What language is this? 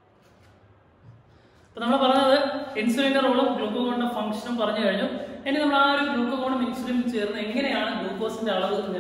Malayalam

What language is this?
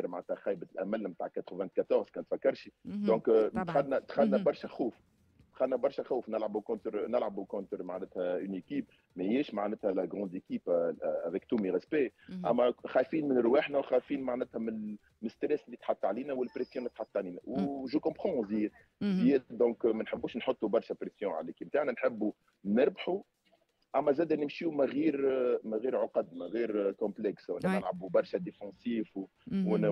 Tunisian Arabic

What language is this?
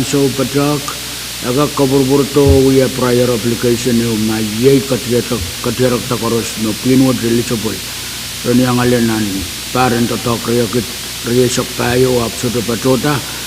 Pohnpeian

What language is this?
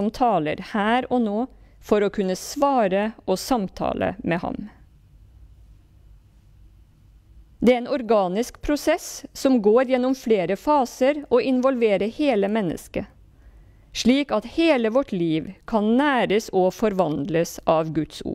Norwegian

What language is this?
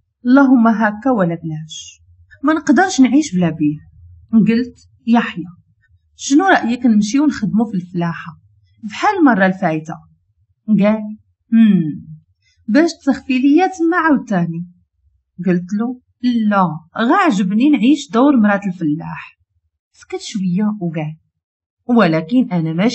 Moroccan Arabic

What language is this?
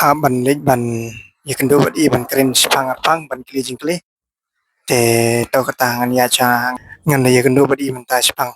Khasi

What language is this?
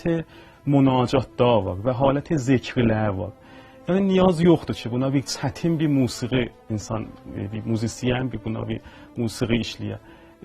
South Azerbaijani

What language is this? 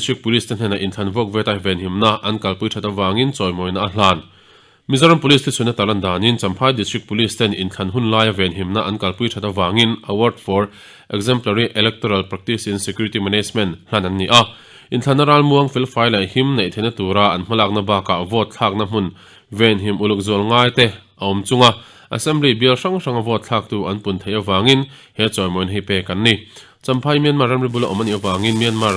Mizo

